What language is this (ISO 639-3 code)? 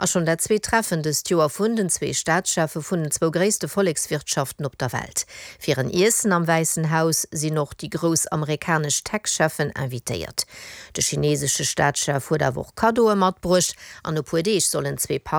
ltz